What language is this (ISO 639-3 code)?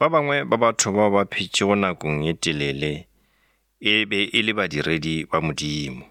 nso